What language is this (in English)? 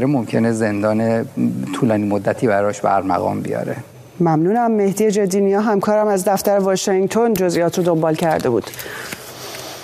Persian